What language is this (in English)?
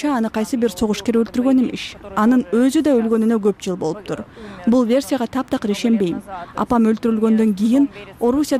Kyrgyz